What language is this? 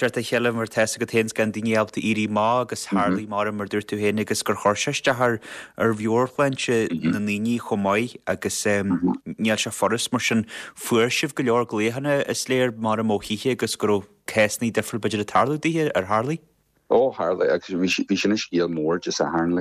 Irish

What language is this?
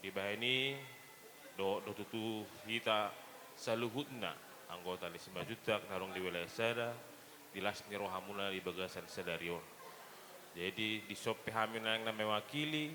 Batak Toba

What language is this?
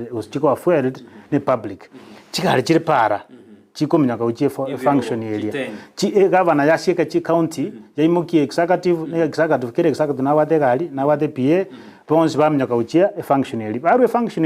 Gusii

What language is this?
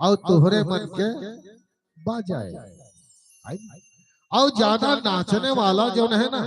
Chhattisgarhi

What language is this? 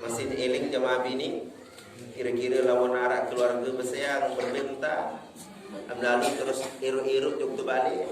Sasak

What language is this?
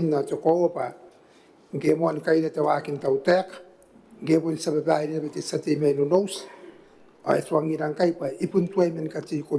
Gilbertese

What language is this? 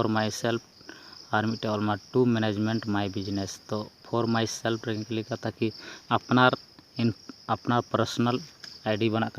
Santali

